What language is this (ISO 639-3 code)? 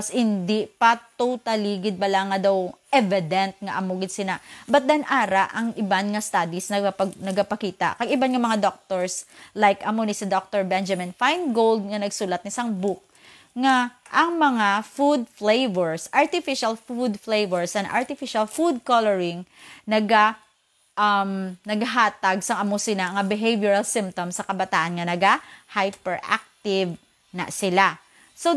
hil